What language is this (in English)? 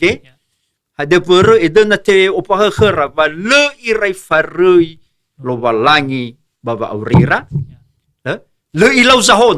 Nias